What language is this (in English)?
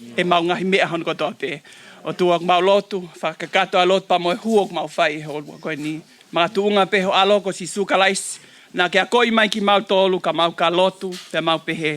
Tongan